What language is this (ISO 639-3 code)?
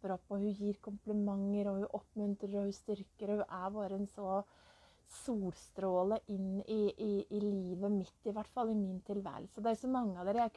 nor